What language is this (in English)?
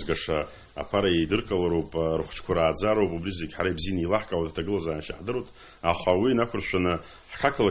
Abkhazian